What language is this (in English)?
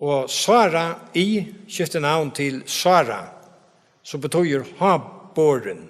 Faroese